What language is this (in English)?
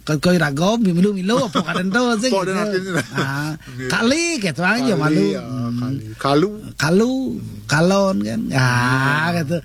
Balinese